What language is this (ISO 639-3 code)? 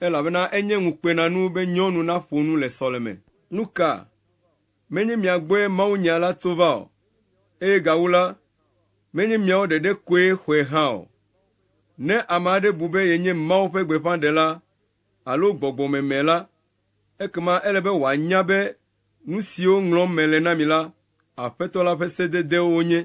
ewe